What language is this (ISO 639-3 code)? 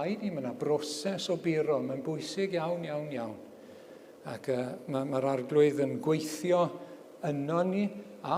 cym